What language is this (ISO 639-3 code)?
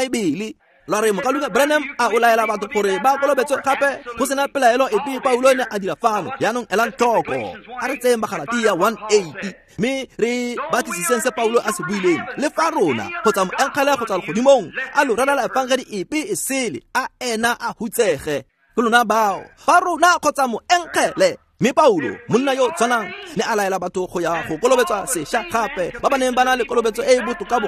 tsn